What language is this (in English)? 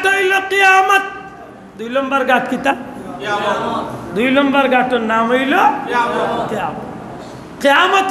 Sylheti